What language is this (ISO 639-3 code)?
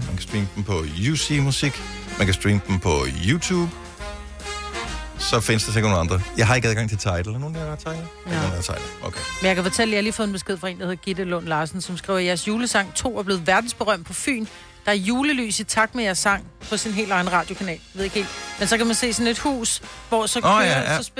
dan